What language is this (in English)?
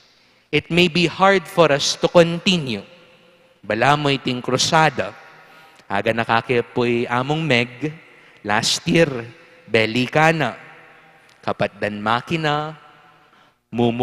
Pampanga